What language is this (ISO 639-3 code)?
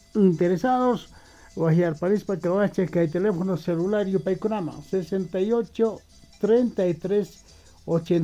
quh